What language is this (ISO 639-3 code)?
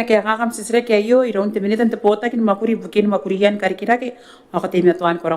gil